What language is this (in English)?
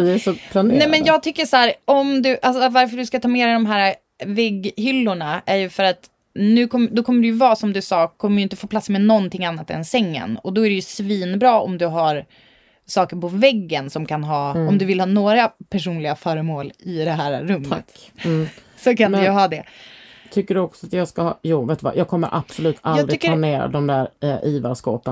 Swedish